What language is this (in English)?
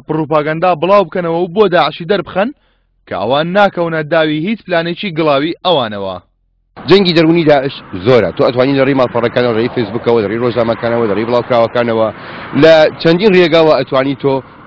Central Kurdish